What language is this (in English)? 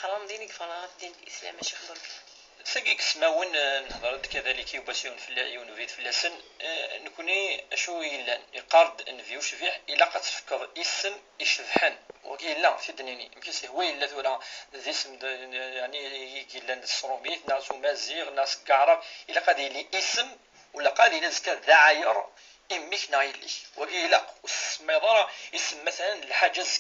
Kabyle